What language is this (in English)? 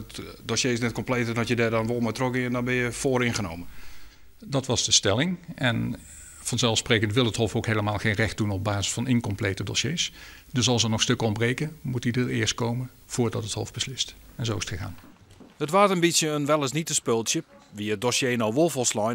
Western Frisian